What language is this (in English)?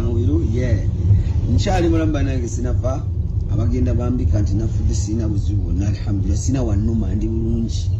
Ganda